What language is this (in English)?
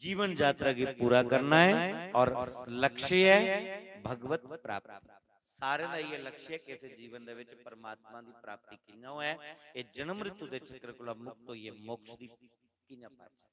Dogri